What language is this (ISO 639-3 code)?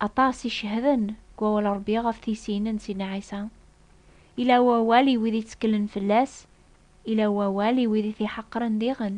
kab